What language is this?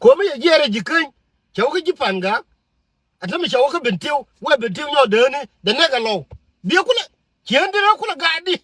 Nuer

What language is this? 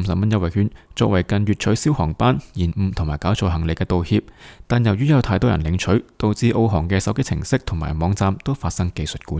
Cantonese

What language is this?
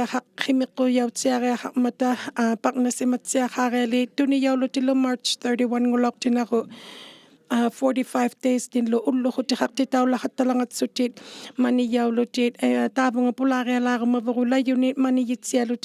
Inuktitut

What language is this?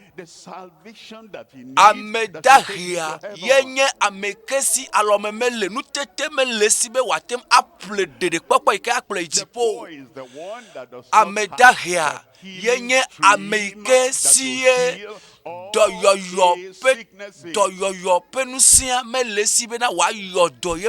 Ewe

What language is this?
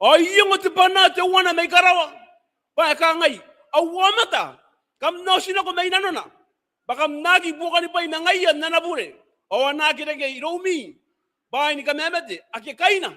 Gilbertese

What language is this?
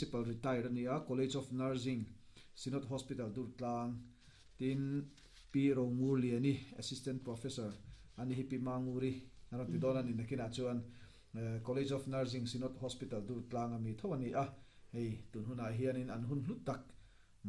Mizo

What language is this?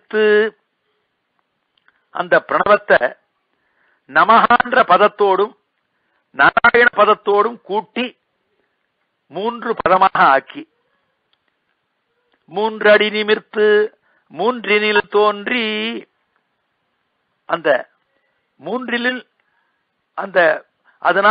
Tamil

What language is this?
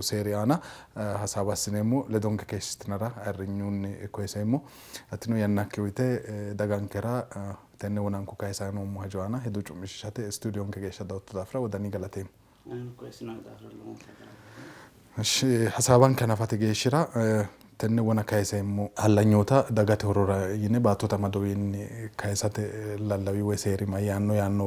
Sidamo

